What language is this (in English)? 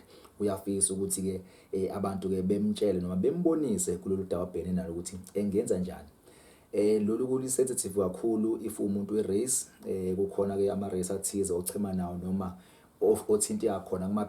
Zulu